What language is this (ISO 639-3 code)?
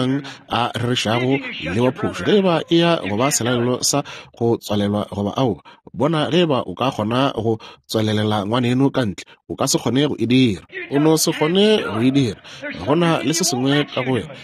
nso